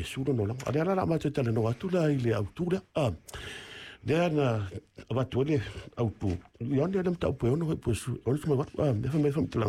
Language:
Samoan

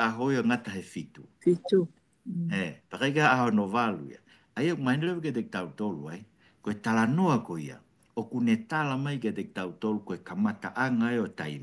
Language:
Tongan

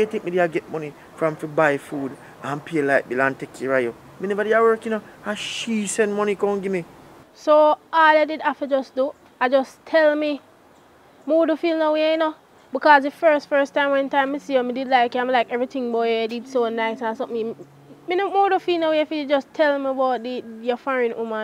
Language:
Jamaican Creole English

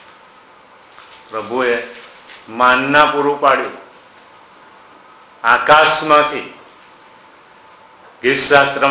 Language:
Gujarati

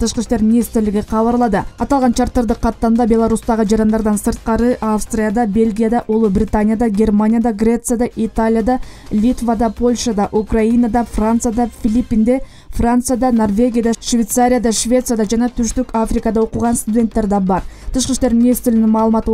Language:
Kyrgyz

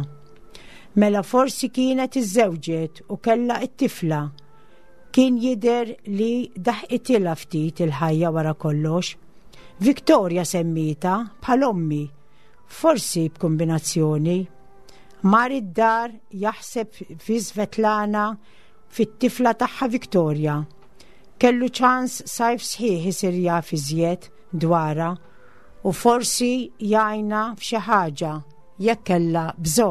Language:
Maltese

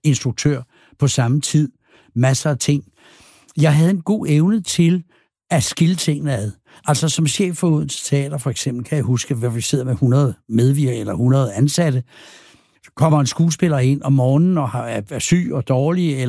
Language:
Danish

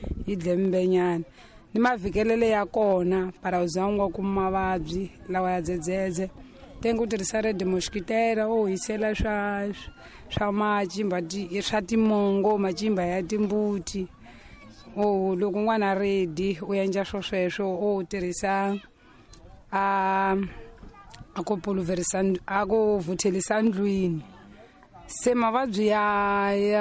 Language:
Tsonga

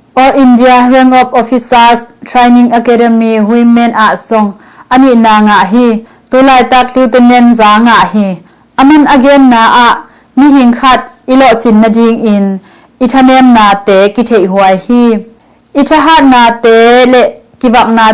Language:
Tedim Chin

